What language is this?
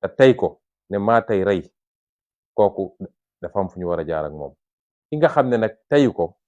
Wolof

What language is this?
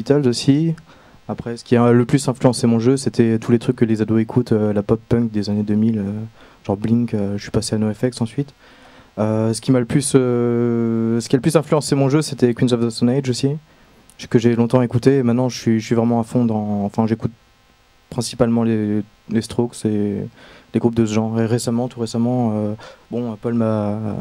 French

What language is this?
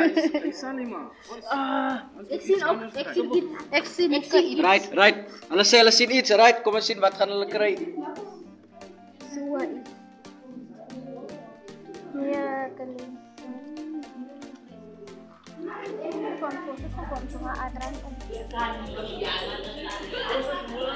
Afrikaans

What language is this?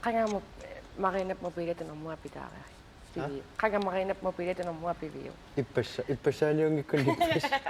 Kalaallisut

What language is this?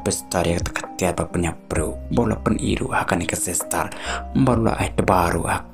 Khasi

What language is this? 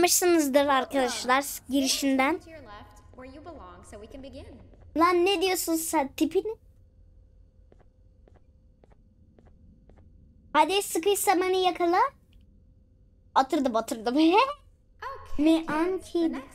Turkish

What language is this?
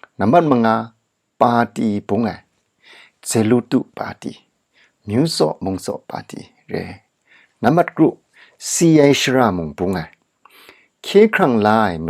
Kachin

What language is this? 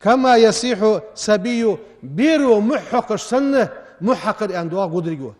Ingush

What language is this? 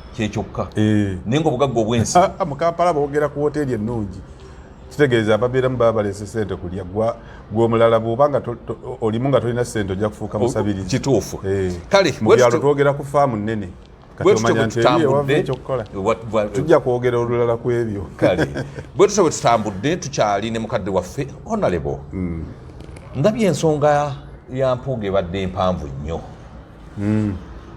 Ganda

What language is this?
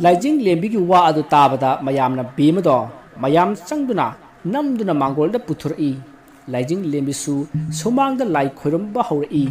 Manipuri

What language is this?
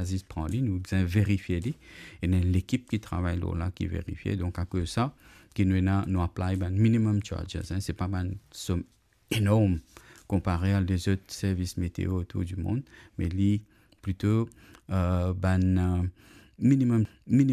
Morisyen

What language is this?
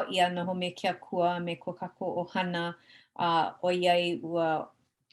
Hawaiian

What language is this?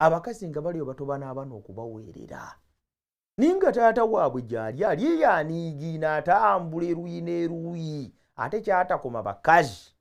Ganda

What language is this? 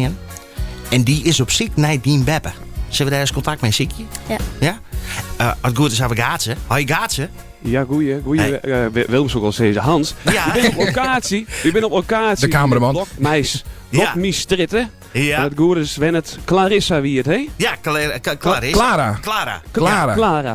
Western Frisian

